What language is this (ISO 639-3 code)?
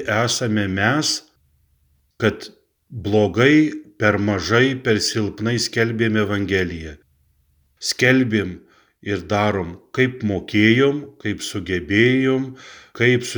lit